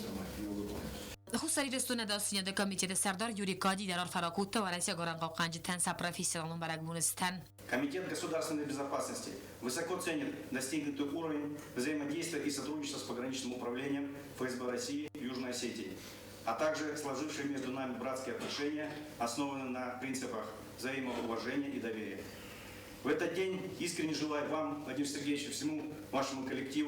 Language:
Ossetic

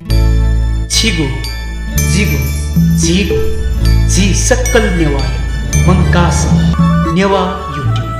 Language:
Newari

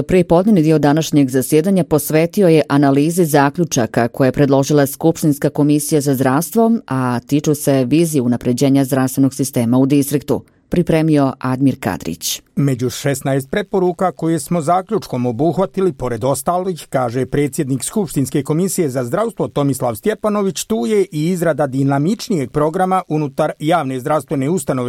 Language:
Croatian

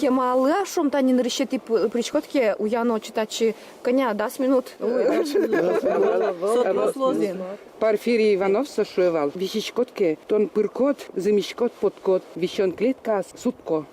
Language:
Udmurt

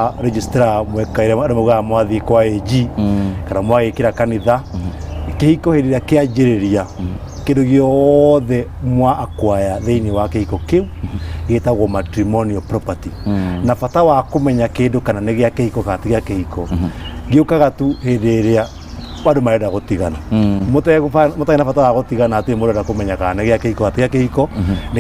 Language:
Kikuyu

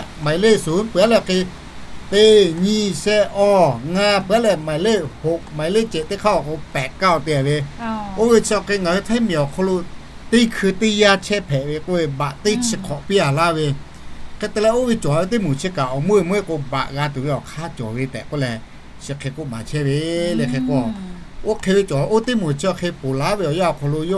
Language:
Lahu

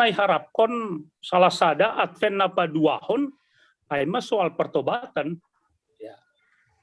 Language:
Batak Simalungun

